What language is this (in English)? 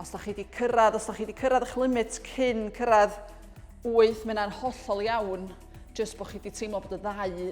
Welsh